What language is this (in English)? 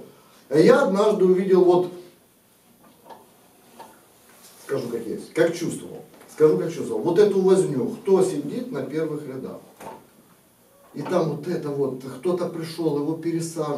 Russian